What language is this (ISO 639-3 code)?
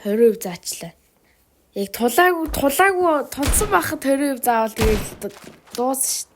mon